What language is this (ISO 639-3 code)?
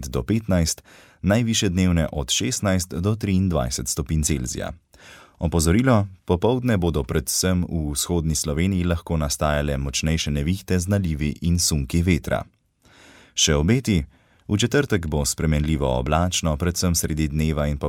slv